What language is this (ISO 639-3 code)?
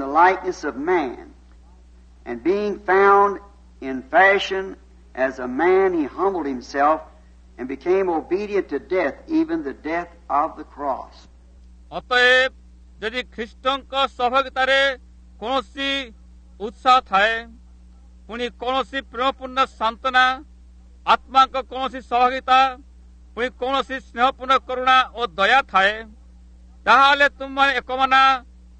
ori